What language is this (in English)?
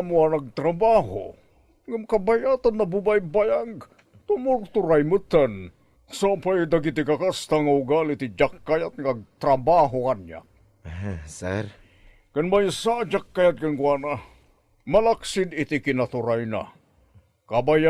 Iloko